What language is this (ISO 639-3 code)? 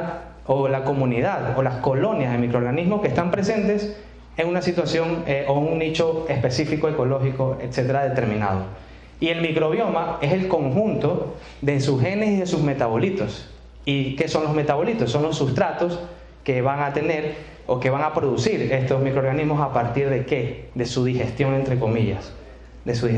spa